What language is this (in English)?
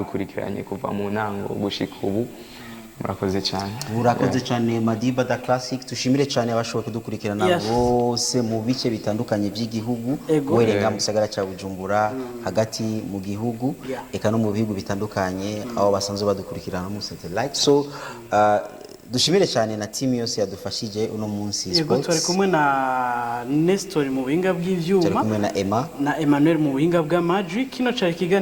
Rundi